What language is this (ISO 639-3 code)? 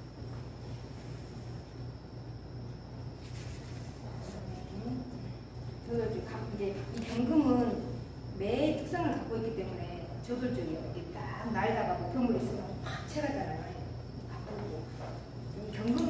kor